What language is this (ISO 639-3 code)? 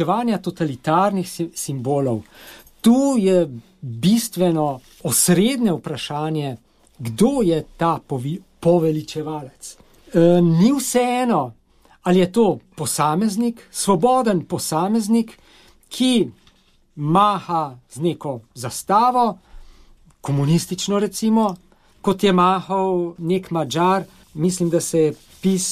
slv